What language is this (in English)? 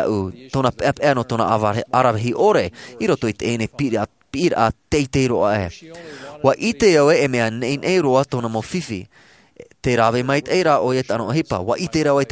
Tahitian